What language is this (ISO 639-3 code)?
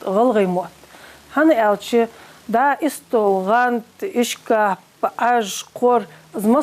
inh